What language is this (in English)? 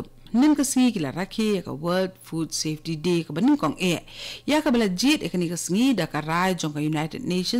Khasi